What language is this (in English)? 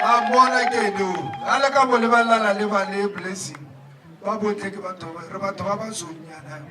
Tswana